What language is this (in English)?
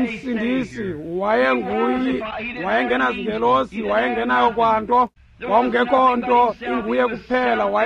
Xhosa